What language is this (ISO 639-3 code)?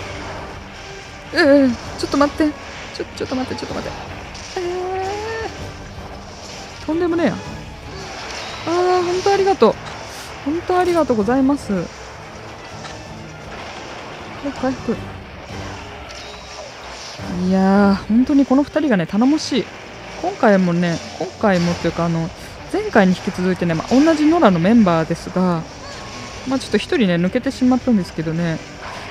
jpn